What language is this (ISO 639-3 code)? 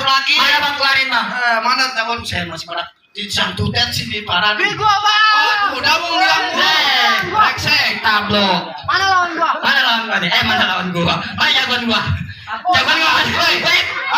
bew